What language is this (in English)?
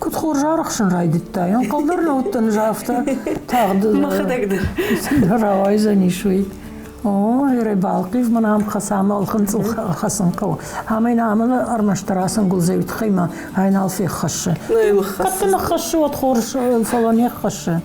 Ossetic